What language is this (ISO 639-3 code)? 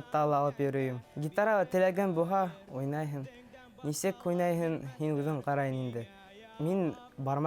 bak